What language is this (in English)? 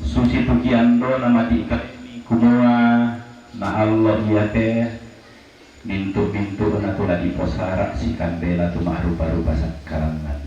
Toraja-Sa'dan